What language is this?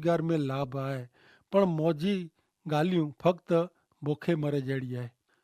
Kachhi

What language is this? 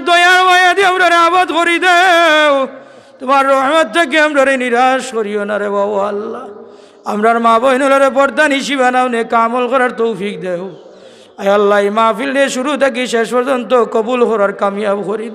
Sylheti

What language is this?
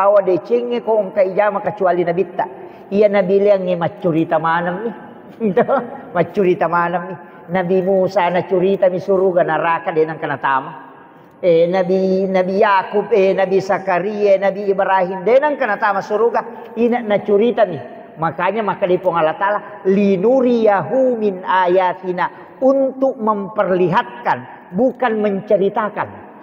Buginese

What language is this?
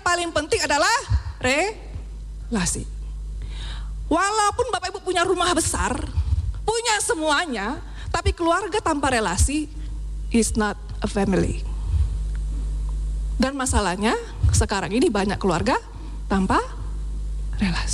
Indonesian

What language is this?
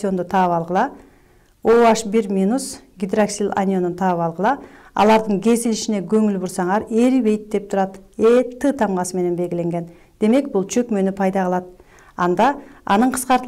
Kyrgyz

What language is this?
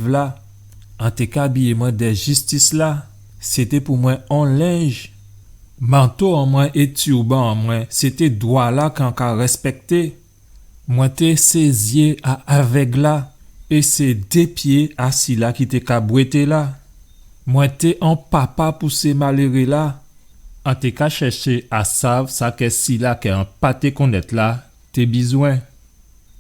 Guadeloupean Creole French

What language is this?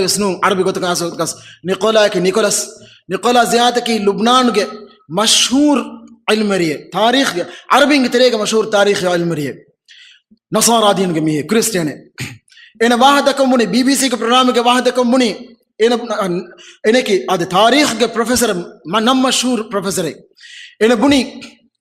Divehi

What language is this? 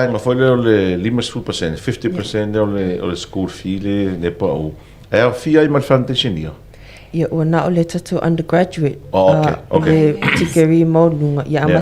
Samoan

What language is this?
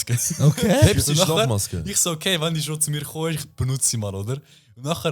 Swiss German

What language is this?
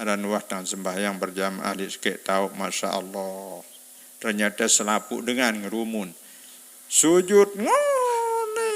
Sasak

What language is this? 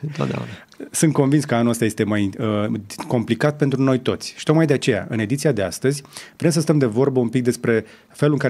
Romanian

